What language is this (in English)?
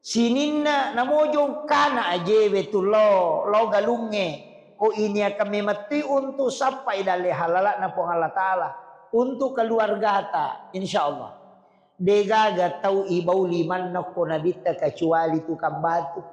Buginese